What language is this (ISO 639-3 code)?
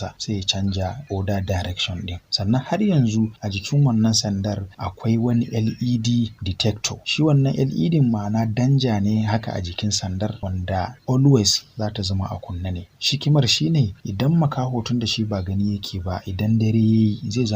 hau